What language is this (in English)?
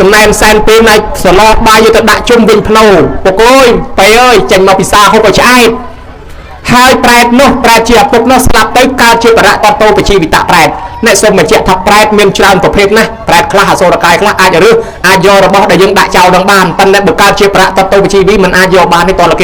Khmer